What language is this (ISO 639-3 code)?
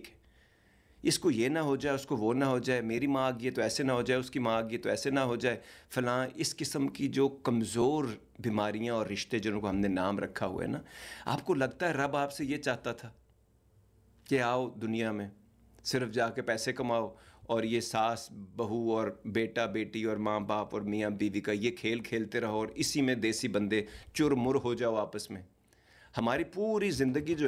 urd